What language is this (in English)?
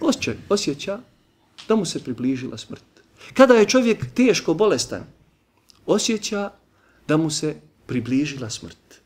Bosnian